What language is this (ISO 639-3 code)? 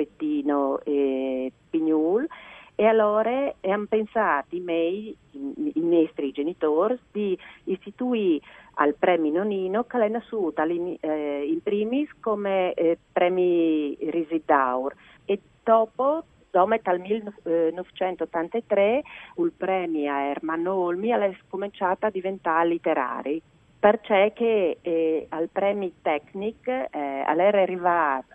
fur